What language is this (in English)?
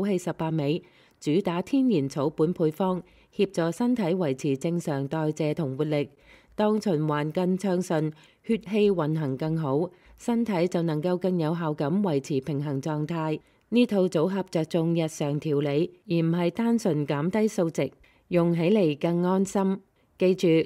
Cantonese